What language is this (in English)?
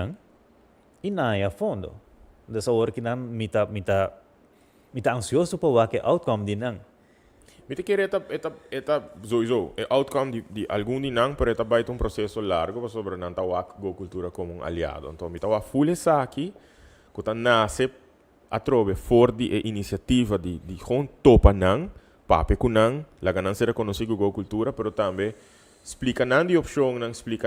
Papiamento